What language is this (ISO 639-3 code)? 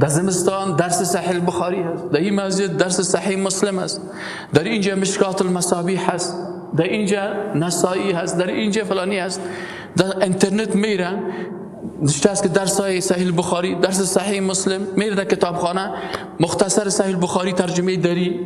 fas